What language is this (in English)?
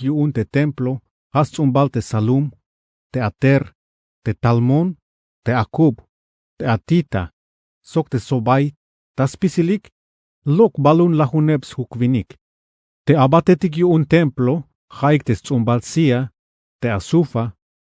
Tzeltal